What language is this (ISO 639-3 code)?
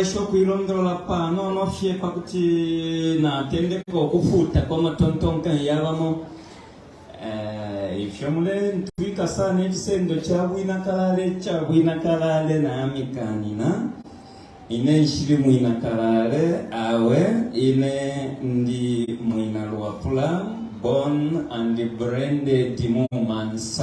bem